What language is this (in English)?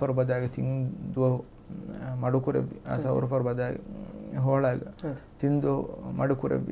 Divehi